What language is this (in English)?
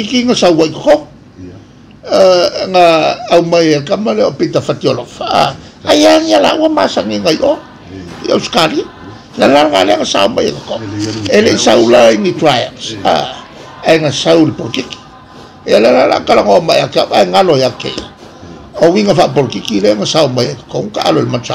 Samoan